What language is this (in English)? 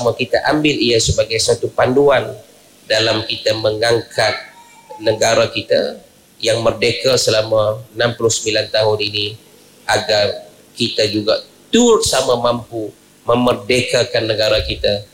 Malay